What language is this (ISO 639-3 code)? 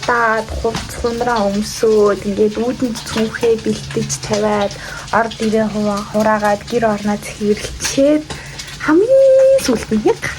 mon